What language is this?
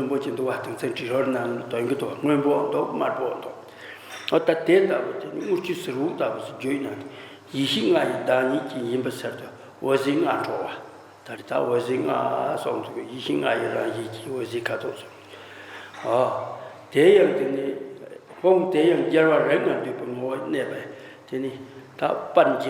Tibetan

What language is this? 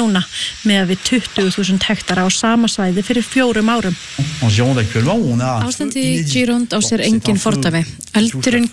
Icelandic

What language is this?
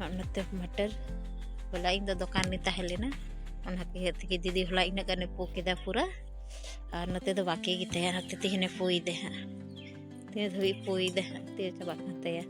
Santali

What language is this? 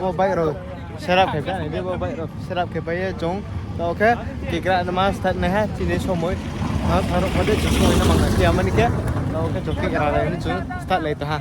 Riang (India)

